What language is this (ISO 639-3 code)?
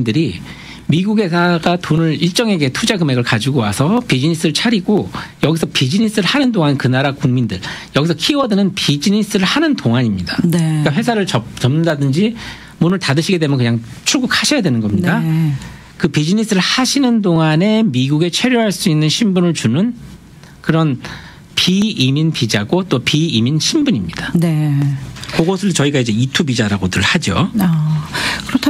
kor